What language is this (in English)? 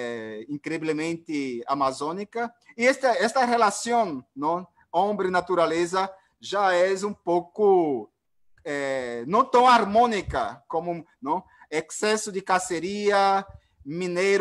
Portuguese